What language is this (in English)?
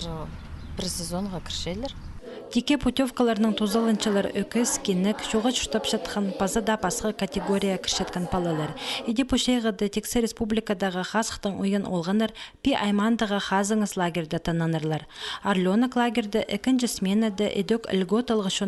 Khakas